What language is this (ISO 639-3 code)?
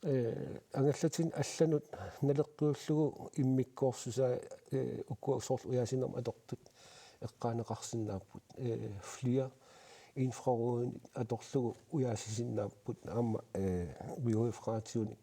kal